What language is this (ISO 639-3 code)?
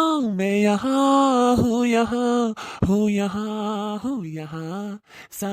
awa